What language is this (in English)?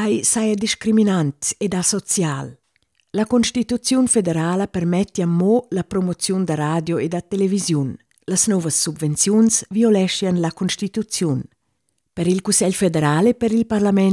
Romansh